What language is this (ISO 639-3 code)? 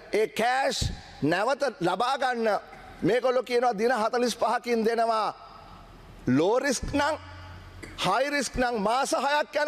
sin